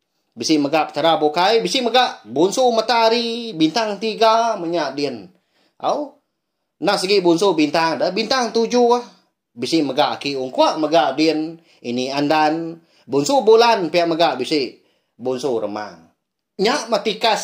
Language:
Iban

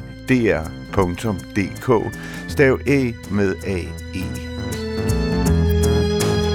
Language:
Danish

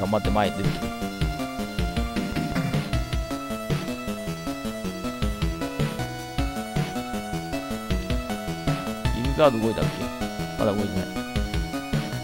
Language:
Japanese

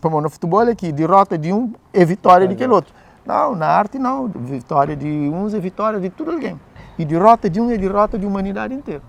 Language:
Kabuverdianu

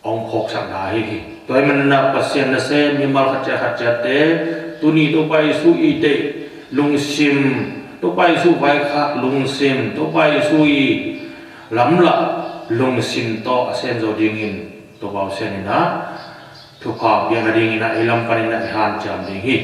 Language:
Tedim Chin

